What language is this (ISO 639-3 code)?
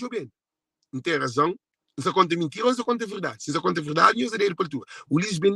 kea